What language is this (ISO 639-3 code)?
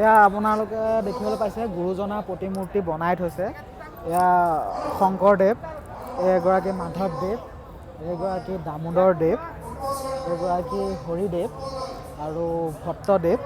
asm